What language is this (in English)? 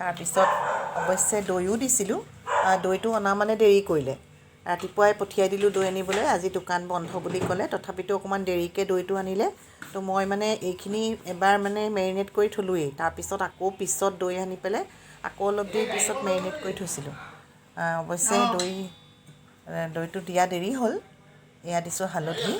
Assamese